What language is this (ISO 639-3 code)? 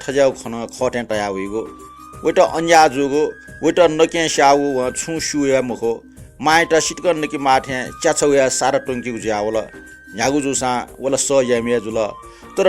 new